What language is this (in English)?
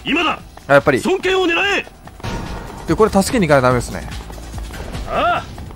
Japanese